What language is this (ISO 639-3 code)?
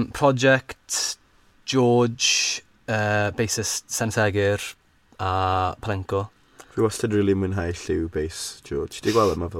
cym